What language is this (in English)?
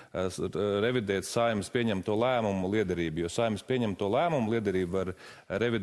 Latvian